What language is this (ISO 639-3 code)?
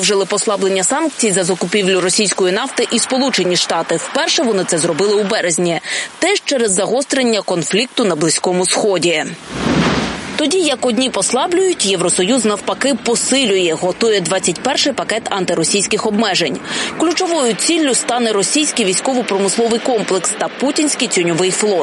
ukr